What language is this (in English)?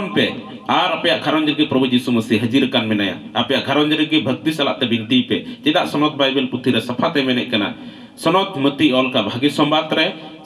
Santali